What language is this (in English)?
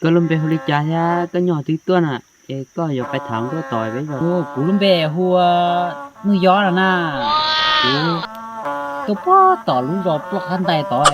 Hmong